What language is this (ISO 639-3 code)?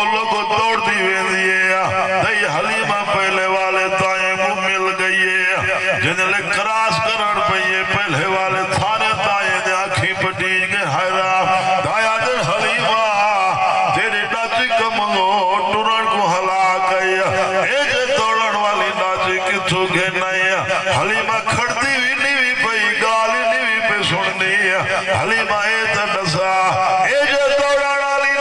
skr